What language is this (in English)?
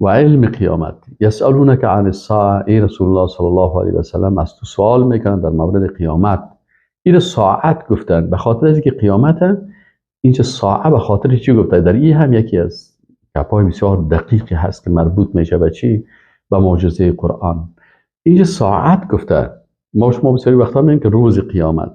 Persian